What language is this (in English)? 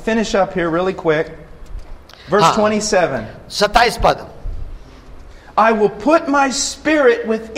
Hindi